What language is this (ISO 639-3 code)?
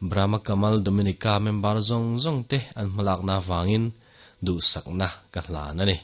lus